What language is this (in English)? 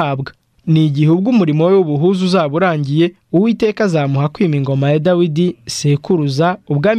Kinyarwanda